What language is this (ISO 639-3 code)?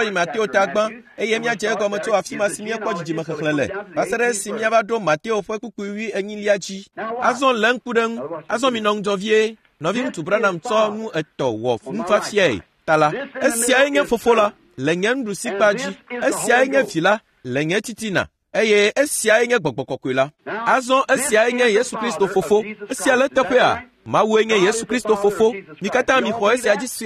ewe